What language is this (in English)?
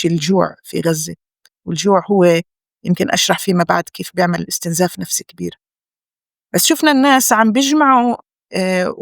North Levantine Arabic